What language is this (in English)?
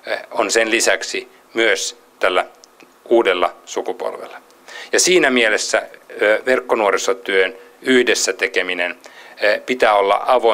Finnish